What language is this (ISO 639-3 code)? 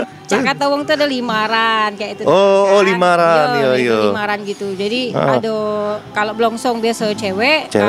mui